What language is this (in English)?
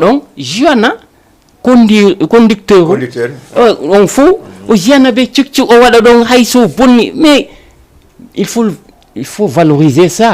Fula